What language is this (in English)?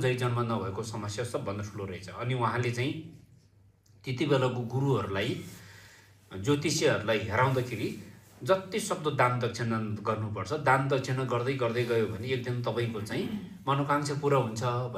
Nepali